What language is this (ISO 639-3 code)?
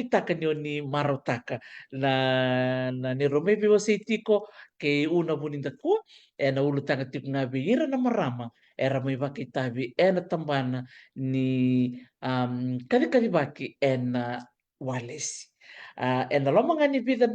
fij